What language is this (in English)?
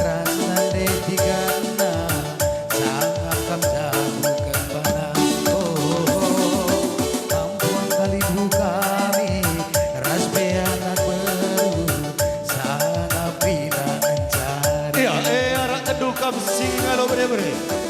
Batak Karo